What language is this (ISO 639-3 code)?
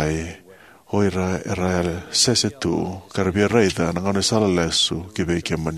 fij